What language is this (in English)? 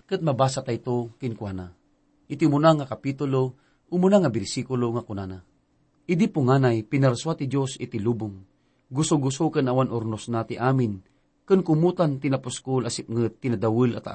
Iloko